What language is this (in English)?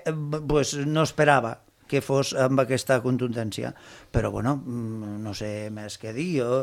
Catalan